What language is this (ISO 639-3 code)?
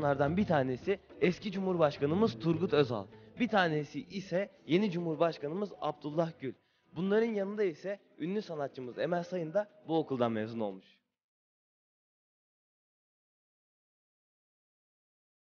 tur